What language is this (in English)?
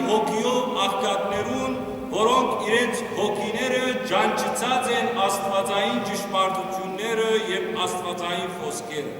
Western Armenian